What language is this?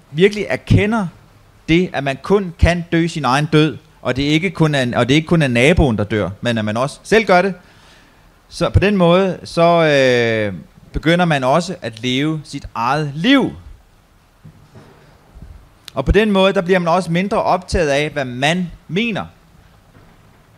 Danish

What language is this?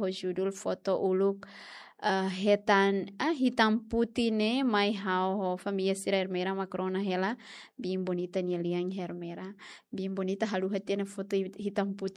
Tetum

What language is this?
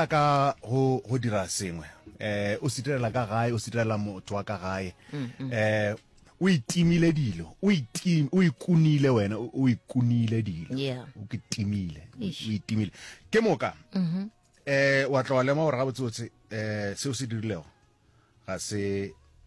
Northern Sotho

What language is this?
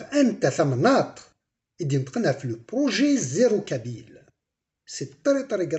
Kabyle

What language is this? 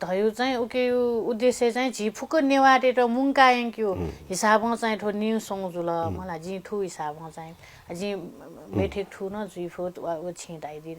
Newari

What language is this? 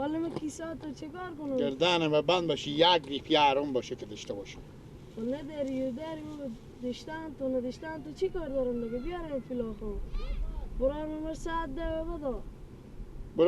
Persian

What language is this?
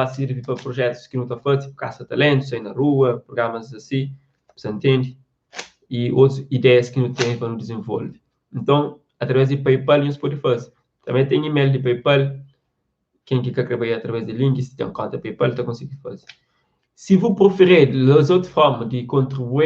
Kabuverdianu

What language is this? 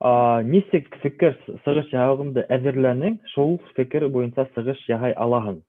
Bashkir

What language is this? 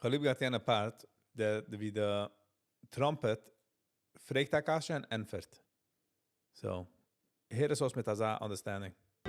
Yiddish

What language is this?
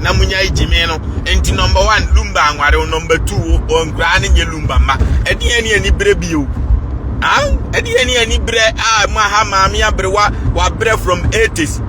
Akan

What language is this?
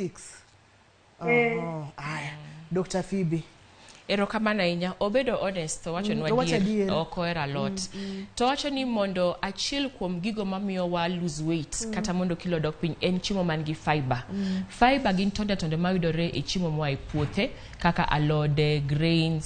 Luo (Kenya and Tanzania)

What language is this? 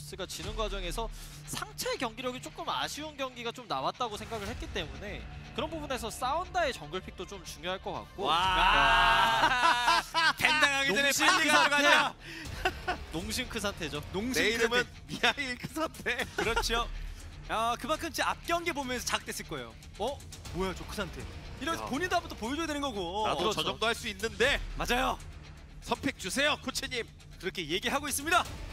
Korean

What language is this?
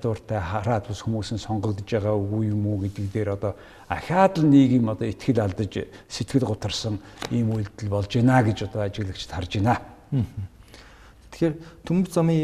Mongolian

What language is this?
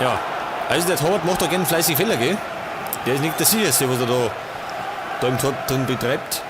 Bavarian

